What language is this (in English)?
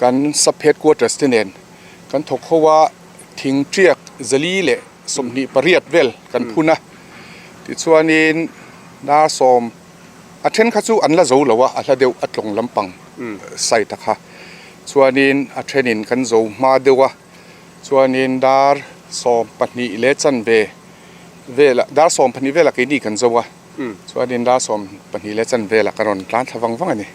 Mizo